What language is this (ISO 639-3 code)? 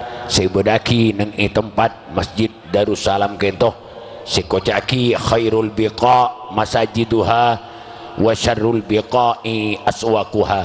mad